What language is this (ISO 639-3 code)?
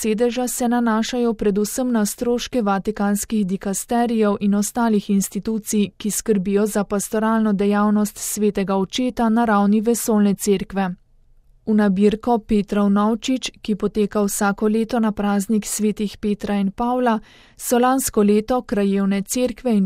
slv